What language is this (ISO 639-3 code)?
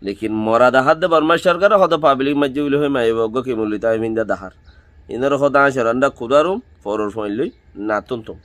rhg